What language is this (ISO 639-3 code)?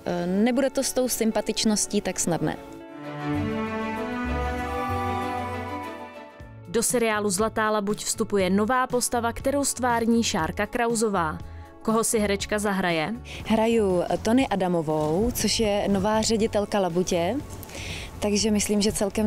ces